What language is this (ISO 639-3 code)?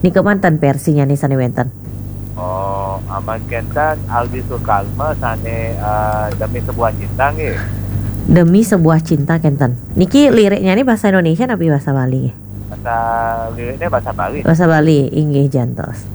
ban